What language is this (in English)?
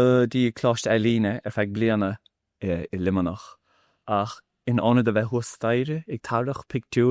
Irish